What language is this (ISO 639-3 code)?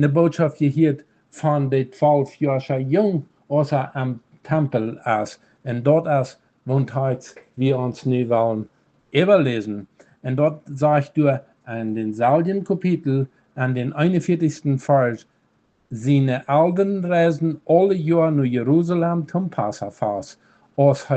pdt